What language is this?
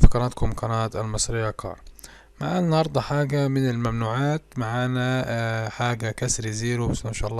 Egyptian Arabic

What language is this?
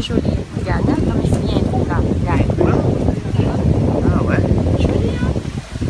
Réunion Creole French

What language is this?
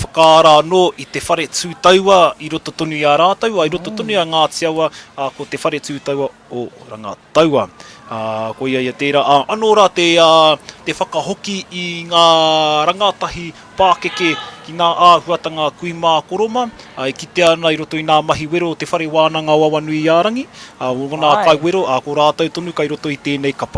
Māori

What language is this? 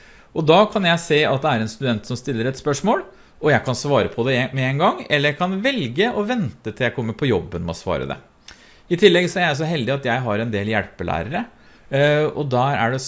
Norwegian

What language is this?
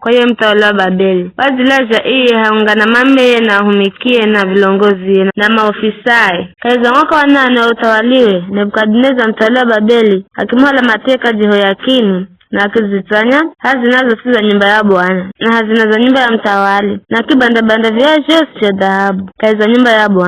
Giryama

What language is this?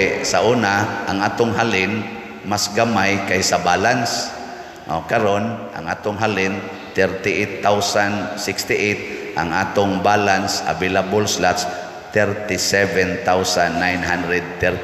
Cebuano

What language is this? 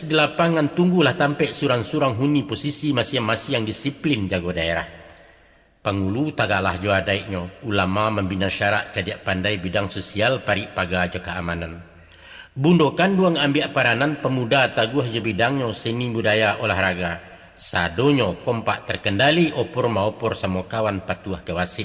Minangkabau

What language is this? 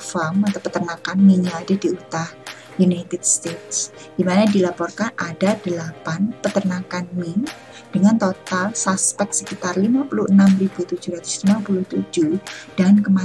Indonesian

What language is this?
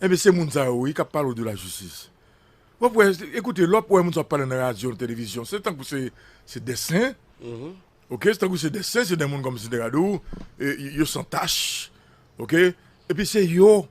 Haitian Creole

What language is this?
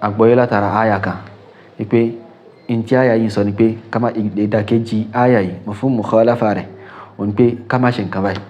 Yoruba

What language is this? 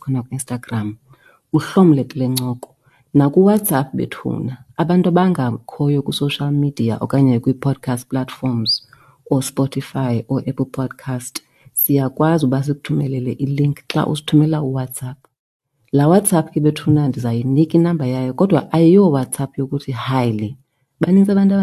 Xhosa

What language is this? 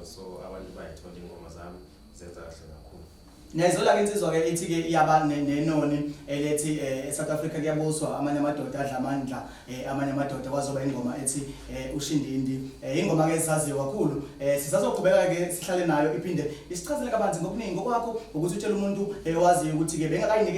Zulu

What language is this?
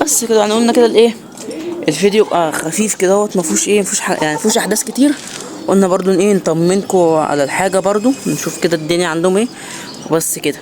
Egyptian Arabic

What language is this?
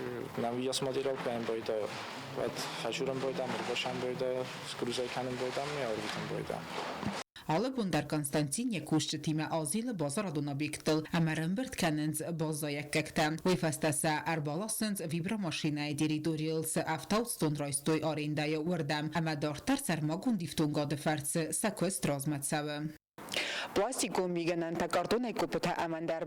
Ossetic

